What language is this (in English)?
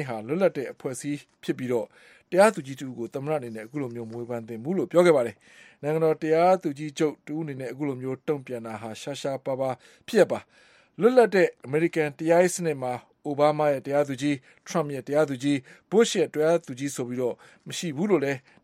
Burmese